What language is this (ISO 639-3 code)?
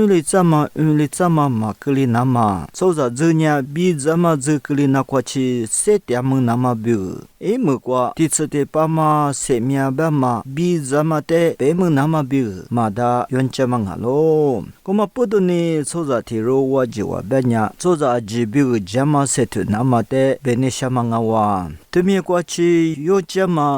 lis